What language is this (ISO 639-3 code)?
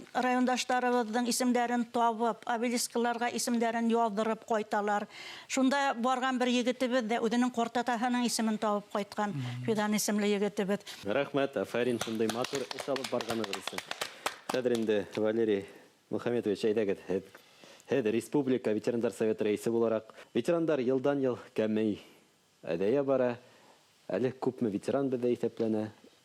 bak